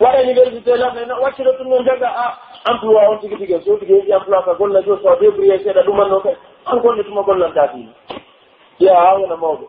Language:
Pular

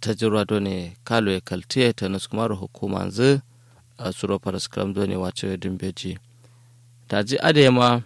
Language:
Kanuri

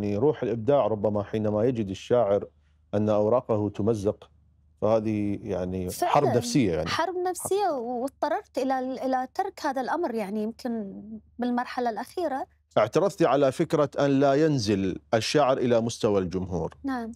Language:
Mesopotamian Arabic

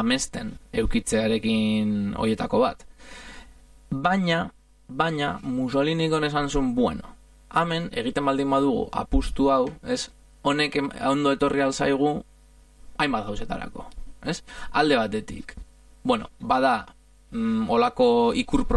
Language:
Basque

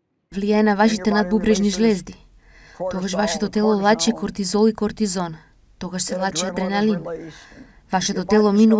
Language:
Macedonian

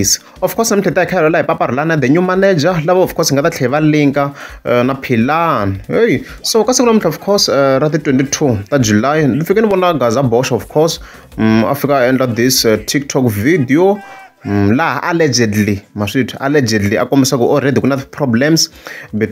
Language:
Tsonga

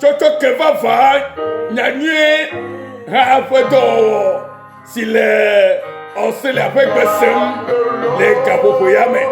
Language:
Ewe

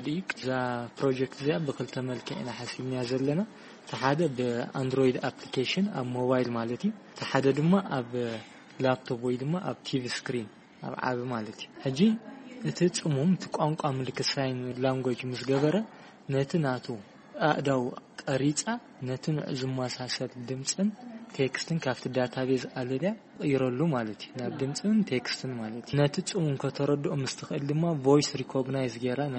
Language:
Tigrinya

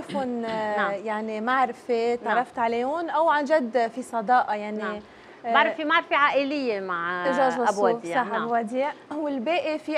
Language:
North Levantine Arabic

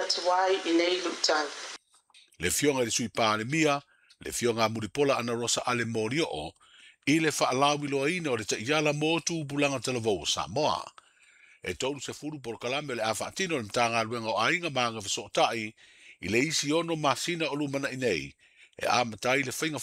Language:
Samoan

